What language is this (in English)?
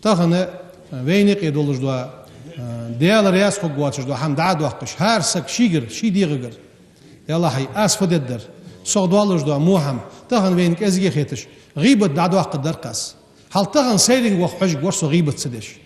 Ingush